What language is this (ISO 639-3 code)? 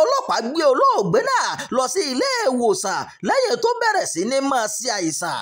yor